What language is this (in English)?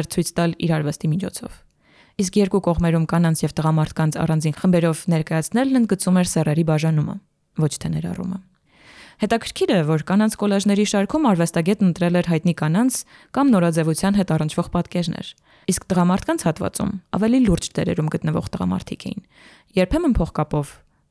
Armenian